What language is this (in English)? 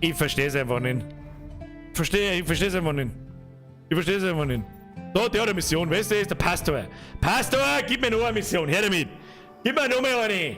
Bavarian